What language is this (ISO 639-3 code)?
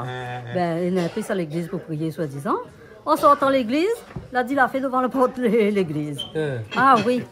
rcf